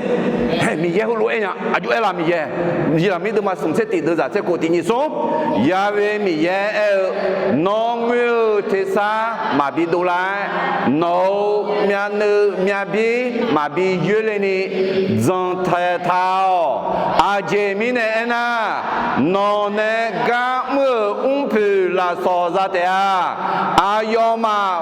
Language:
Akha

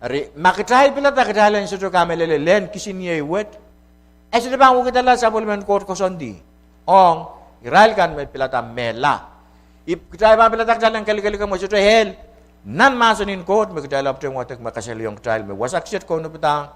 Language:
Pohnpeian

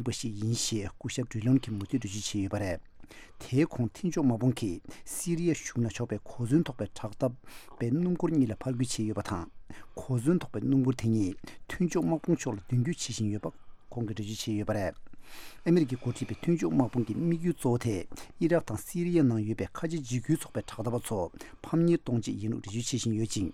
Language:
Tibetan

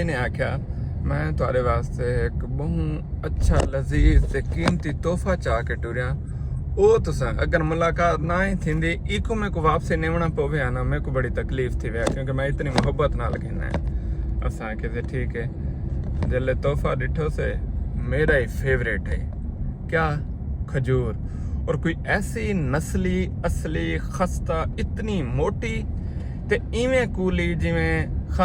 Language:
Saraiki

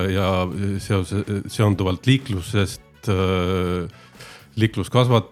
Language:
Estonian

